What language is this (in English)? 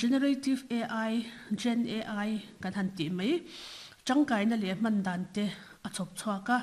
Mizo